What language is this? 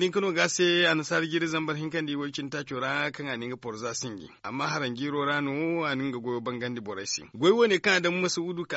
Zarma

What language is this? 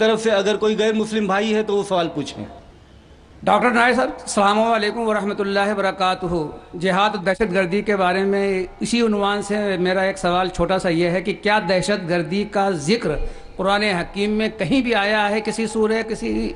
Urdu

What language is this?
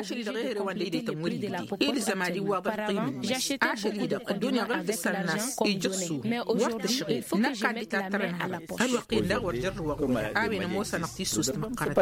Tamasheq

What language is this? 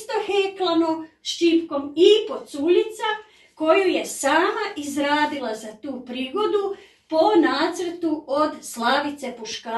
Croatian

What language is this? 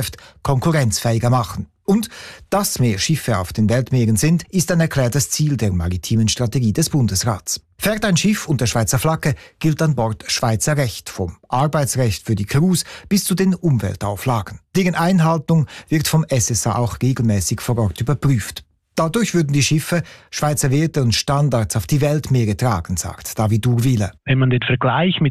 German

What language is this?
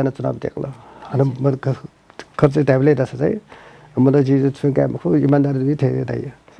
Newari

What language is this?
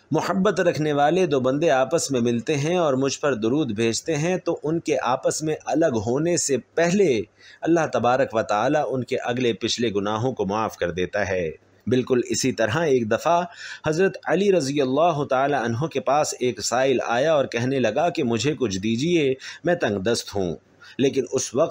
Urdu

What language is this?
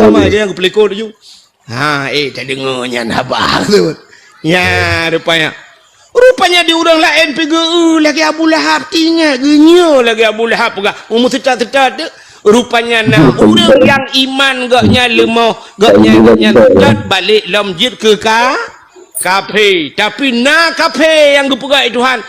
Achinese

